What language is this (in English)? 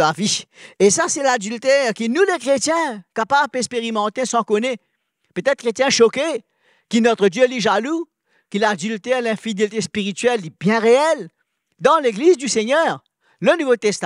Morisyen